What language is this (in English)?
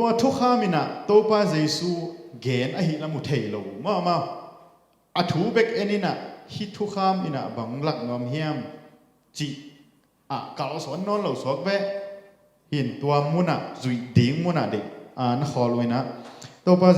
Tedim Chin